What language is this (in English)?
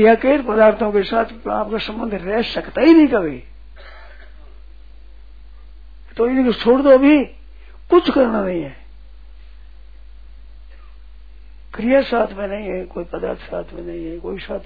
Hindi